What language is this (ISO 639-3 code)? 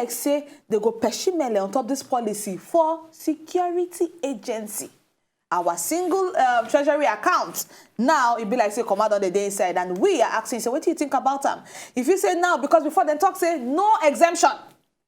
pcm